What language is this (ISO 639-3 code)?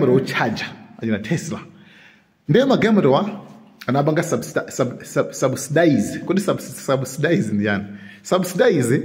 nya